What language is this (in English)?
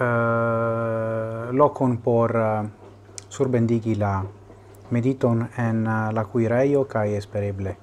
Esperanto